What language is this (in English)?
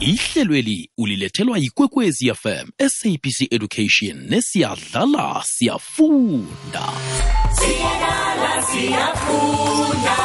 South Ndebele